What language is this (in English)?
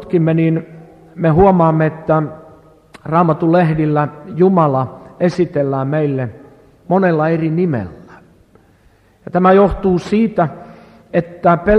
Finnish